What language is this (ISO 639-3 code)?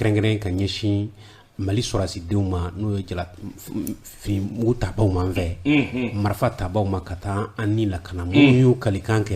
bam